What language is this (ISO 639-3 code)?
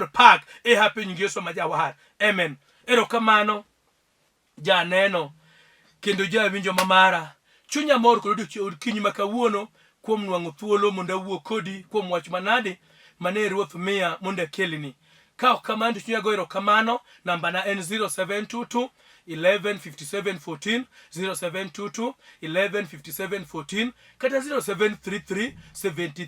luo